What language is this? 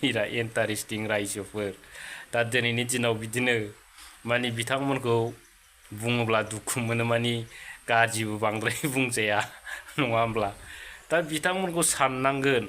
Bodo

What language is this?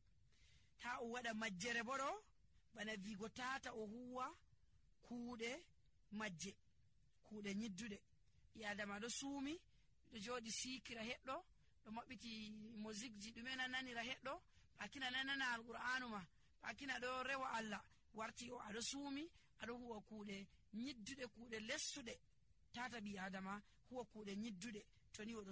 Nigerian Fulfulde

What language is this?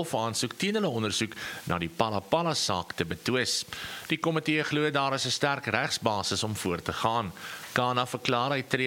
Afrikaans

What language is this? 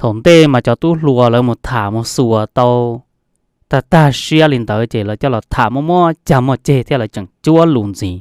Hmong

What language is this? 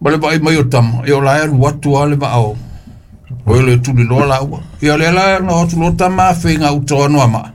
Samoan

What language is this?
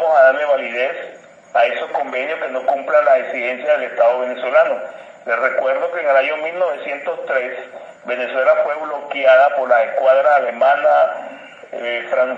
Spanish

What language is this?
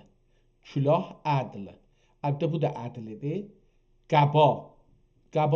South Azerbaijani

